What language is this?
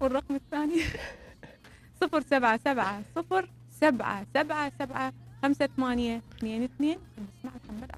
Mesopotamian Arabic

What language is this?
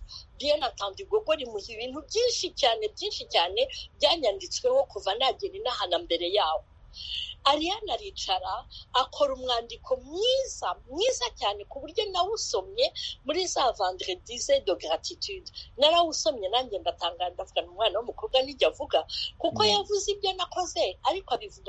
Kinyarwanda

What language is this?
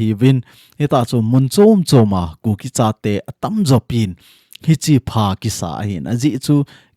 Thado Chin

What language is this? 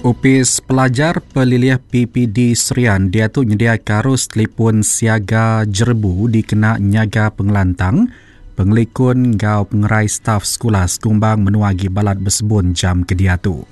Iban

